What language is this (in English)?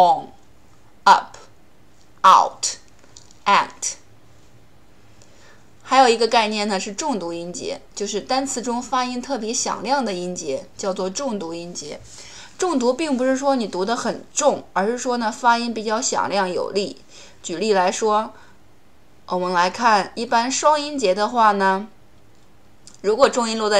Chinese